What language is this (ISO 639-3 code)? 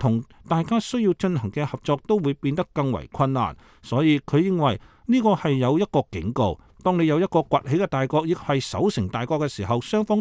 yue